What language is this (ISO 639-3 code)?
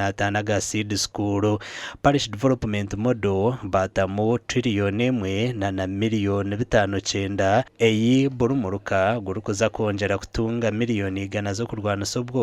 nyn